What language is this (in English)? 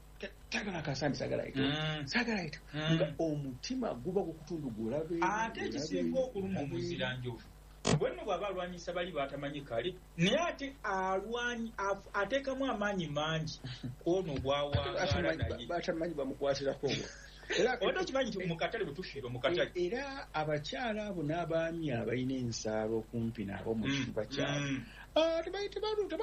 Ganda